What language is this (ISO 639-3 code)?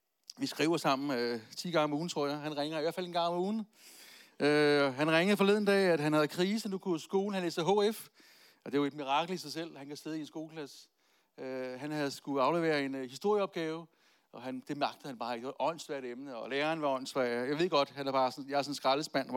dan